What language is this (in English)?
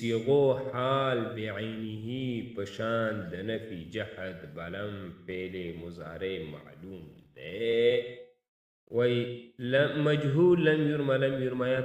Pashto